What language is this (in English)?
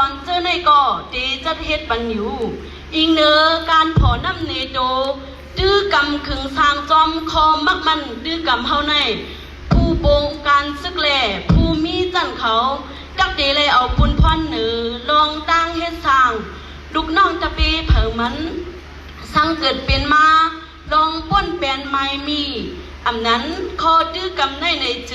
Shan